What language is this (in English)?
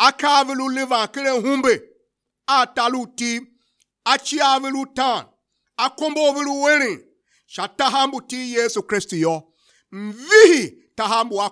Tiv